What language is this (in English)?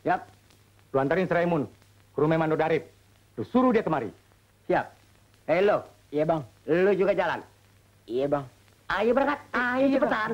Betawi